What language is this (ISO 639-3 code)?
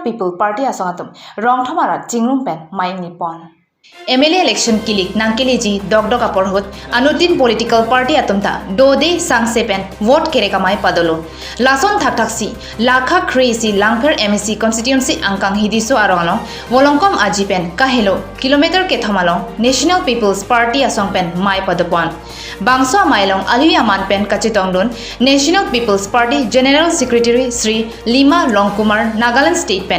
mjw